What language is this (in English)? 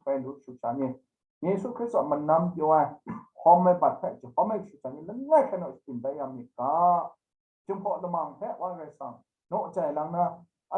Kachin